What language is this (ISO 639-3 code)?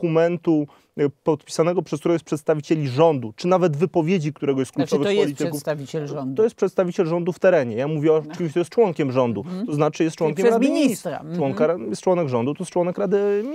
pol